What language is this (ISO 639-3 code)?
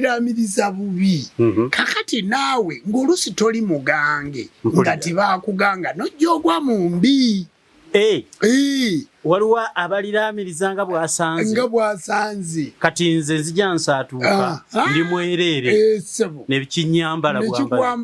lug